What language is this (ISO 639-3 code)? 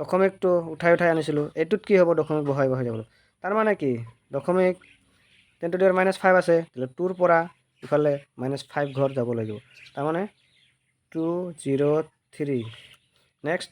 asm